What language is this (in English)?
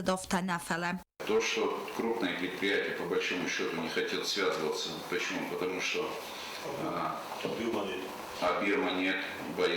Ossetic